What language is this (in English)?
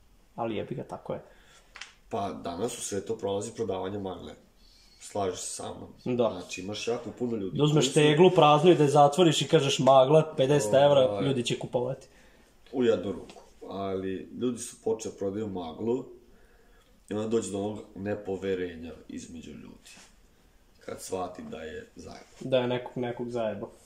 Serbian